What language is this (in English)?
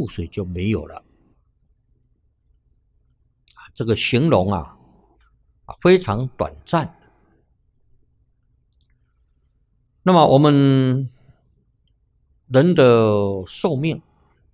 Chinese